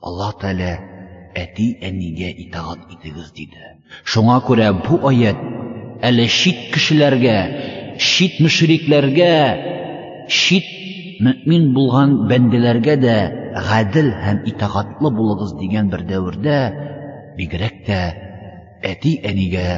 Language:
Tatar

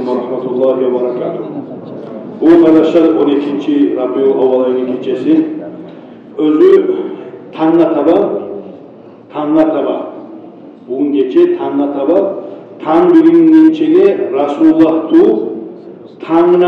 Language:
Kumyk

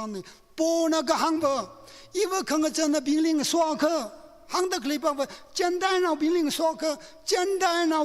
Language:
Tangkhul Naga (India)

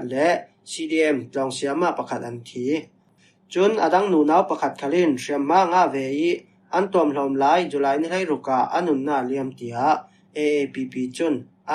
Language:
Falam Chin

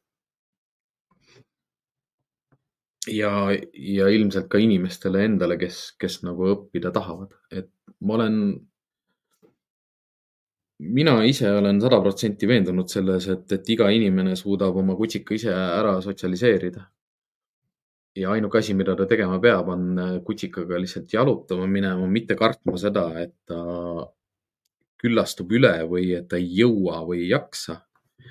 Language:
Estonian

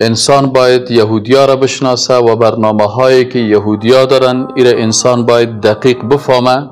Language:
Persian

